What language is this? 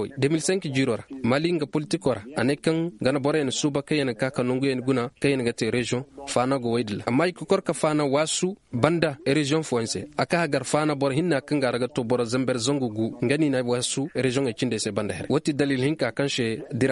Koyraboro Senni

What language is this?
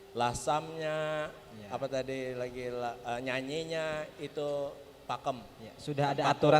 Banjar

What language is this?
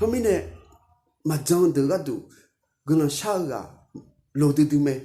Akha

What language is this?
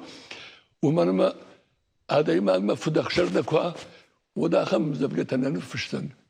Ossetic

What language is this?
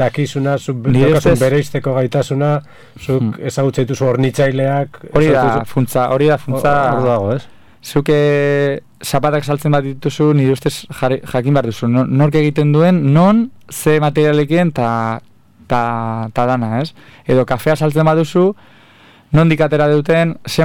Basque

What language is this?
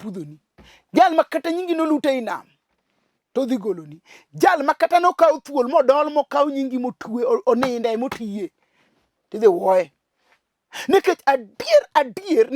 Luo (Kenya and Tanzania)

